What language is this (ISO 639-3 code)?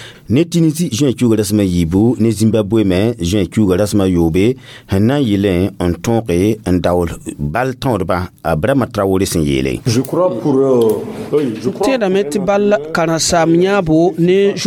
mos